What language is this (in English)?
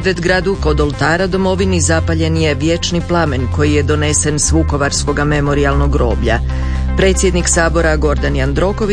Croatian